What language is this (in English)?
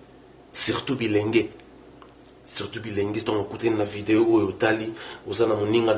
Lingala